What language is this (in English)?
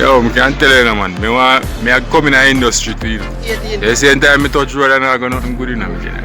Jamaican Creole English